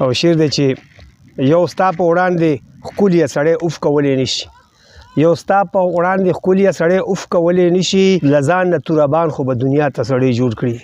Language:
Pashto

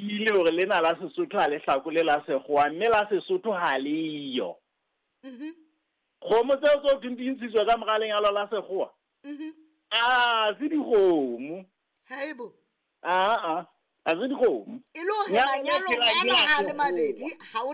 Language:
Southern Sotho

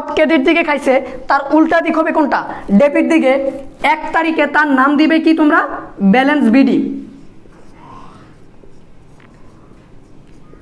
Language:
Bangla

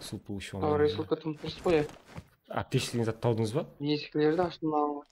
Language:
Kara-Kalpak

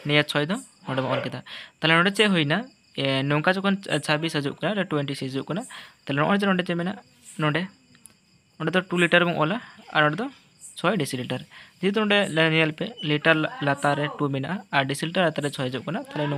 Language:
Santali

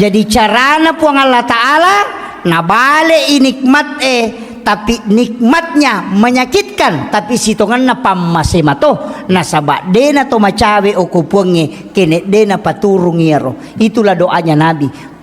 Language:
Buginese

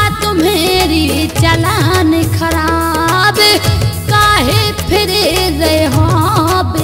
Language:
Bundeli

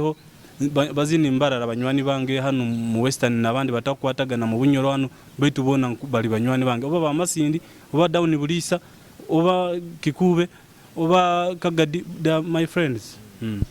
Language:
Nyoro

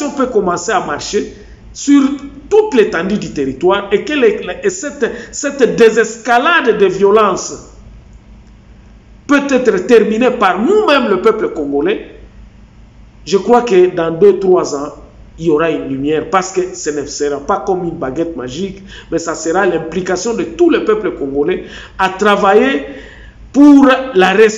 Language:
French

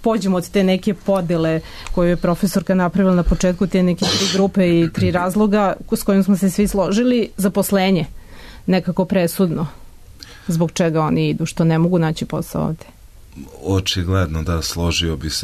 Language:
Serbian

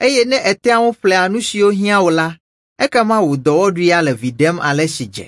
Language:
Ewe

